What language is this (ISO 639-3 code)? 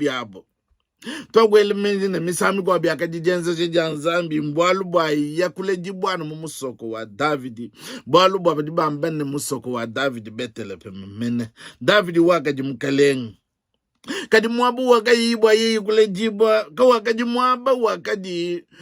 lua